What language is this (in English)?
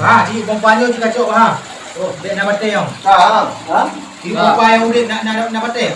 Achinese